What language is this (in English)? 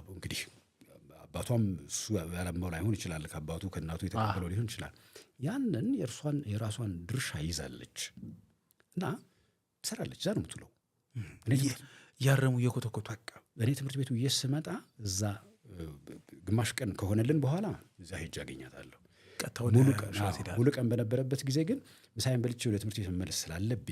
Amharic